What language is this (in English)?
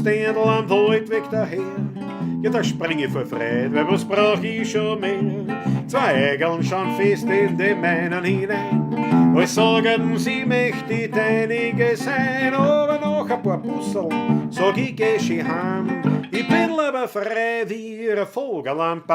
Bavarian